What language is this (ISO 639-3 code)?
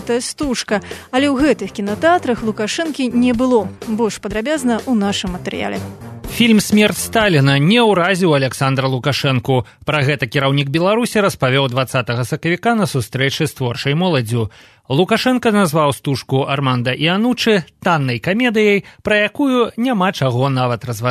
bel